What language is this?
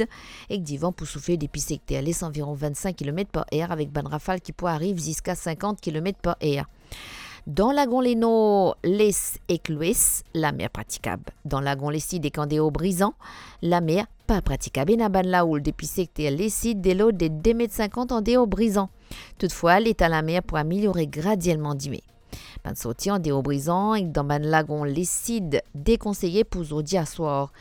Morisyen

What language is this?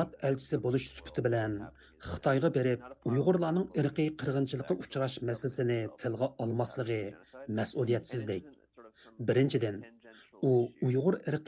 Uyghur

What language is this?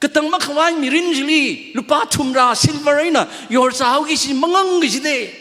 Tangkhul Naga (India)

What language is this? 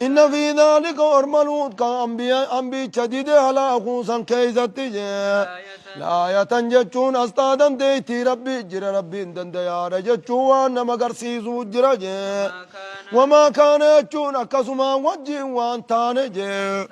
Oromo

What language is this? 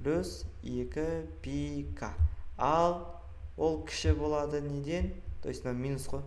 Kazakh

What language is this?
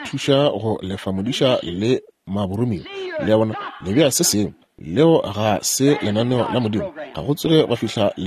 Northern Sotho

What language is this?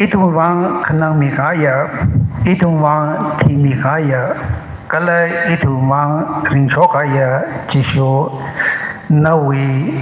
Tangkhul Naga (India)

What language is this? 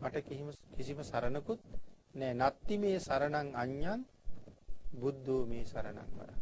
Sinhala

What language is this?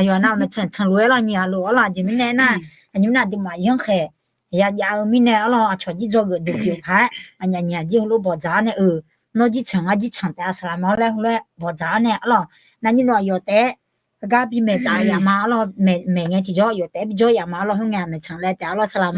Akha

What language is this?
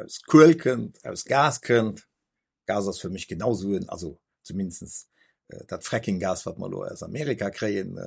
Luxembourgish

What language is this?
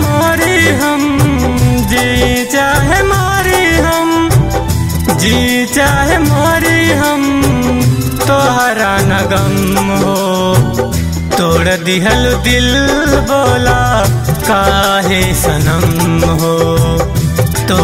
Bhojpuri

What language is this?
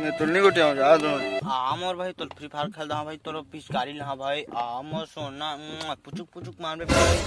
Chhattisgarhi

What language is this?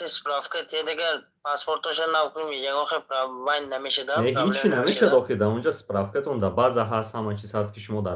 Tajik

